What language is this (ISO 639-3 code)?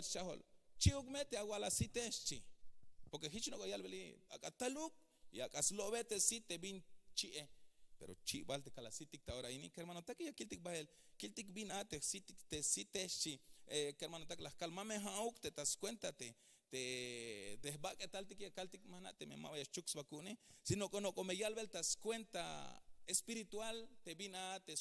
tzh